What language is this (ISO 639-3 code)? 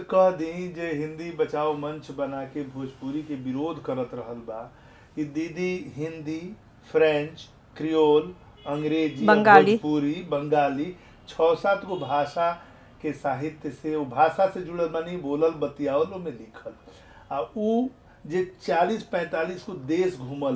bho